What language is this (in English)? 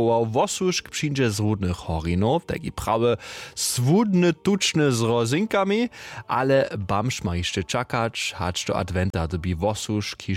Upper Sorbian